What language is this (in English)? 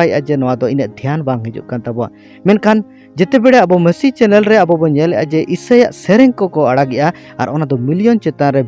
Santali